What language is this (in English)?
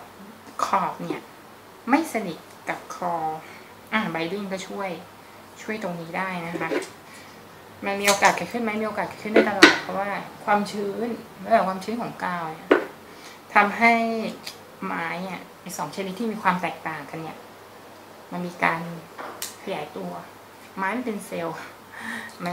Thai